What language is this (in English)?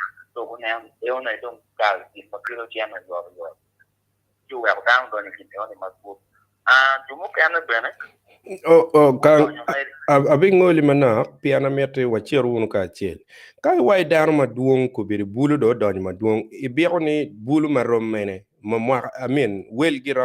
Acoli